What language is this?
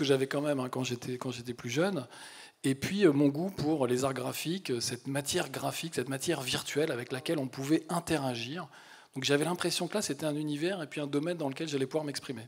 French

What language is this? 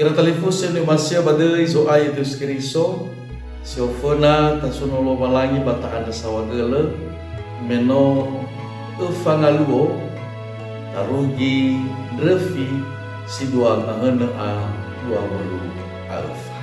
Nias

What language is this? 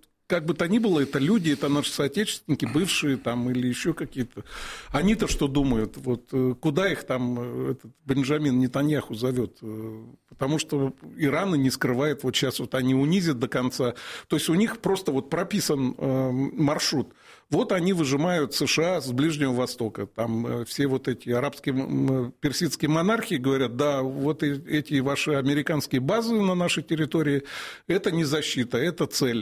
Russian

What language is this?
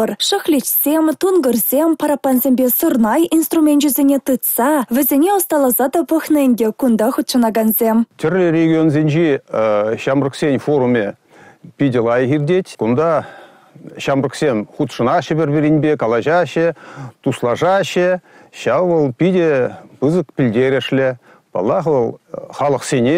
Chuvash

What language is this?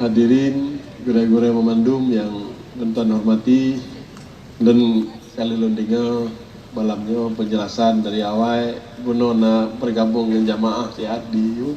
Achinese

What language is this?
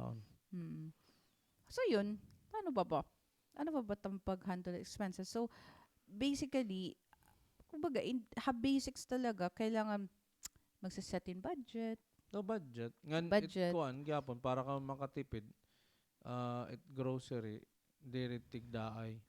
Waray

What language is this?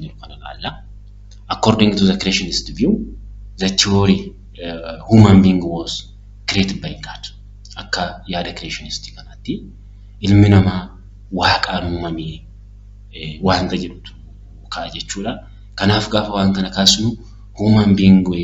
Oromo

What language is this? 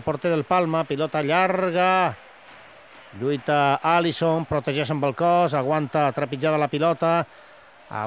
Catalan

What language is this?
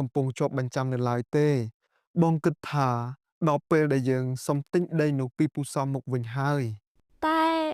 Khmer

